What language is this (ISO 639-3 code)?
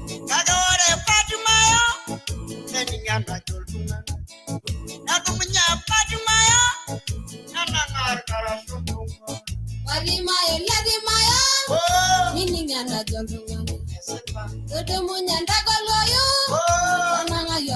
mas